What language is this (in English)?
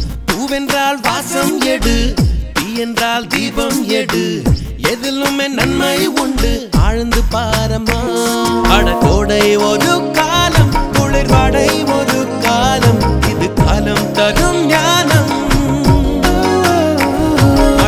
Tamil